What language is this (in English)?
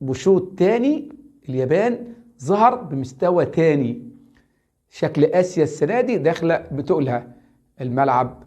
Egyptian Arabic